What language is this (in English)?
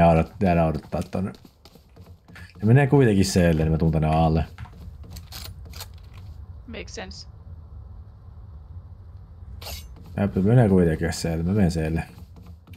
Finnish